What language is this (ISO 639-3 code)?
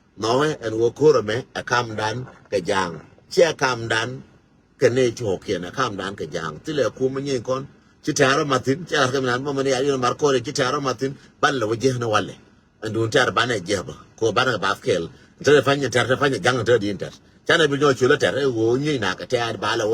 nus